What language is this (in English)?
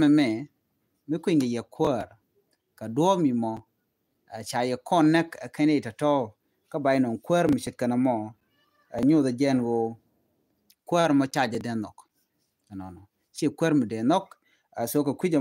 Nuer